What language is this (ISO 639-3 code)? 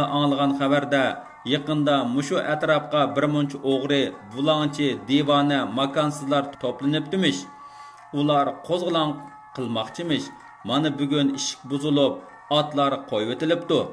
uig